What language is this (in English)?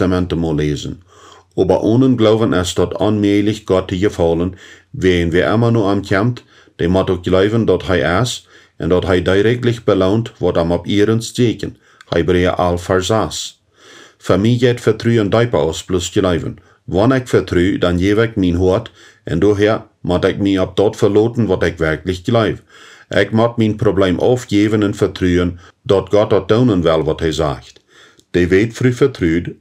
Plautdietsch